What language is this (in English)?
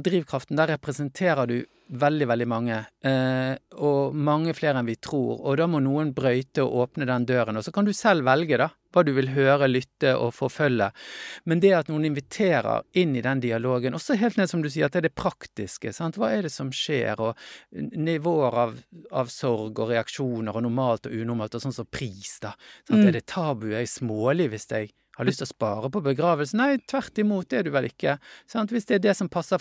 Norwegian